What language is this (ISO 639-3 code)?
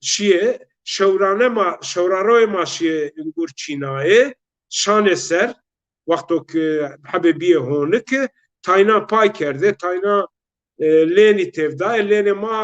zza